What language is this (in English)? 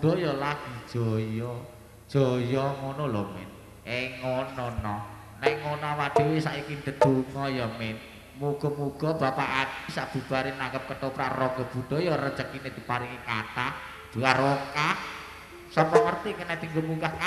Javanese